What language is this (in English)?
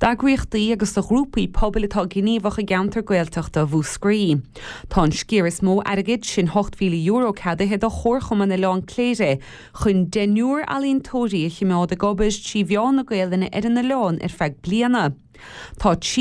Irish